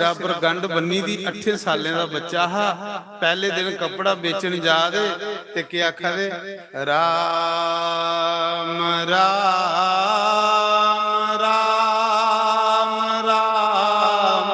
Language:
Dogri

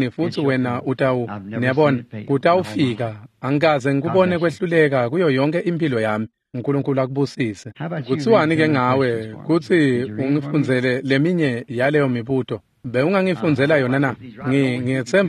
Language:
Swati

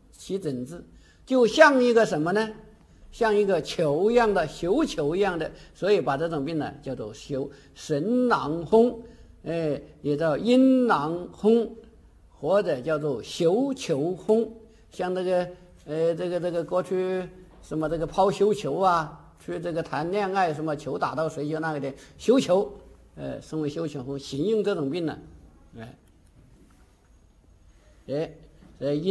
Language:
Chinese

